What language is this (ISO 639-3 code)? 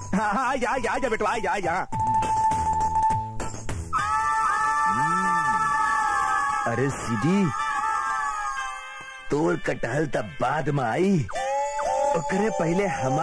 bho